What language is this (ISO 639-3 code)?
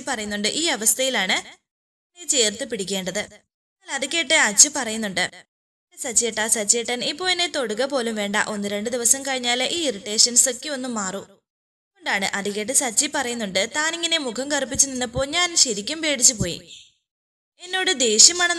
mal